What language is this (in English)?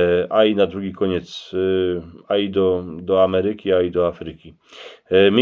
Silesian